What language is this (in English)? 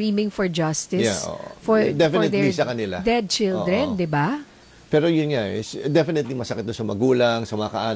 Filipino